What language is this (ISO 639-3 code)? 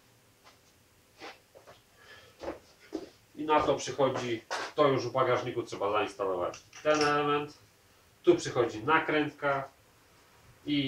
pol